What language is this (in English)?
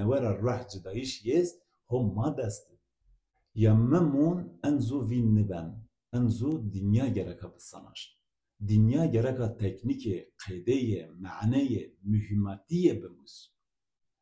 Zaza